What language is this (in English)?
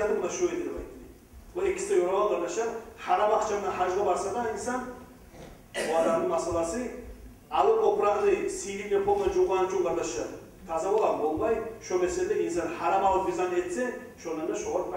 Kumyk